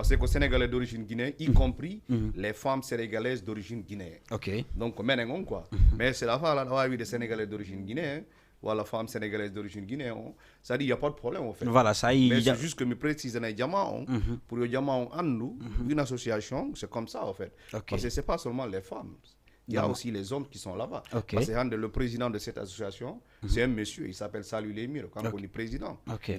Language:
Fula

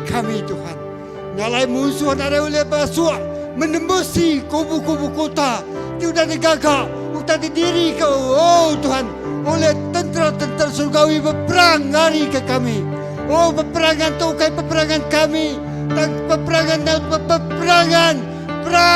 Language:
Iban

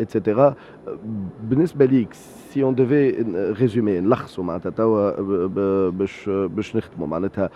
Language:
Tunisian Arabic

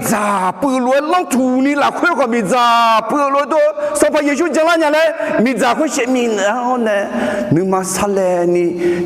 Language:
Akha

